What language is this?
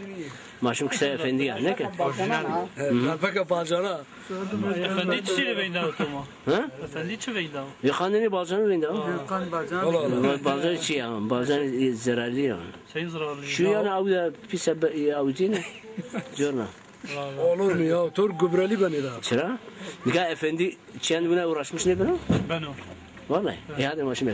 Zaza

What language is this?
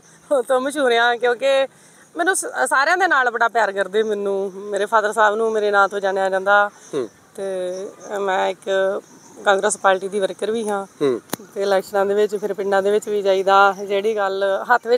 Punjabi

